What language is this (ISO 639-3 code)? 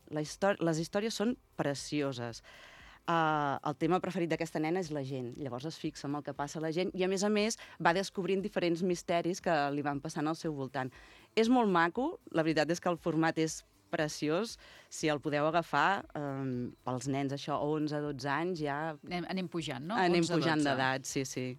cat